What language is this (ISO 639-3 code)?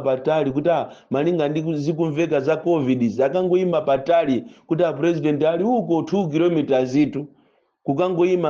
nya